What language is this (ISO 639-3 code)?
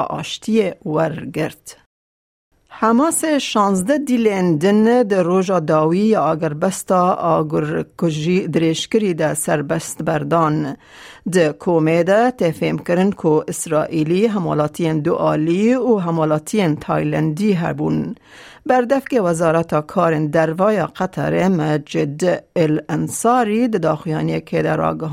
kur